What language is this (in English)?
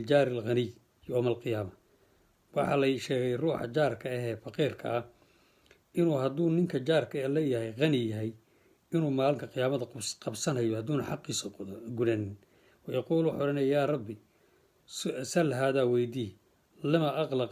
Somali